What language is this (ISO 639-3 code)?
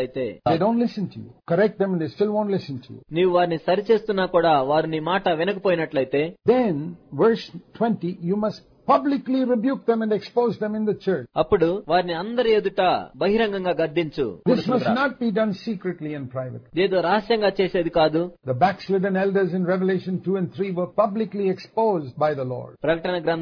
tel